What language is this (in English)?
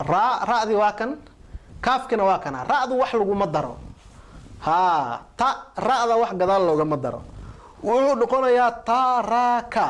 Somali